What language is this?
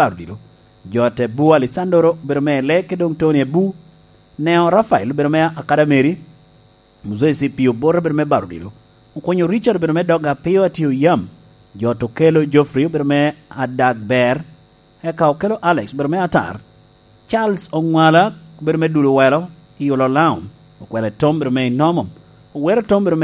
Lango (Uganda)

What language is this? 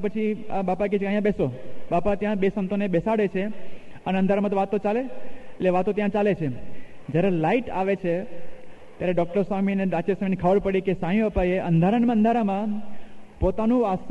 Gujarati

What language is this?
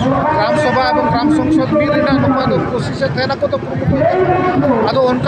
Santali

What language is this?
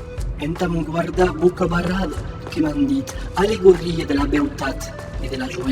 Occitan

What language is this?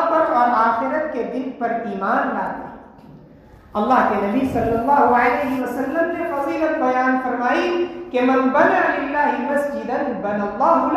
Urdu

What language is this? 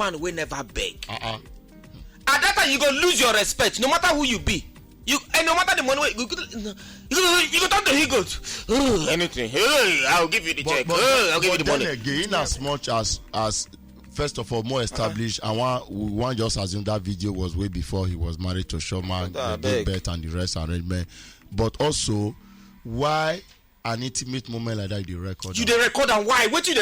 Nigerian Pidgin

